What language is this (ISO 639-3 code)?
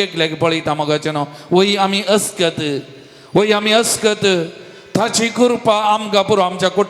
kok